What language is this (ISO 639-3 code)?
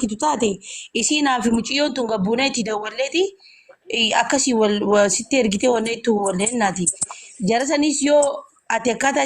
orm